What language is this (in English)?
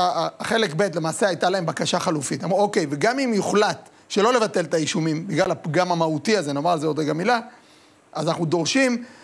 Hebrew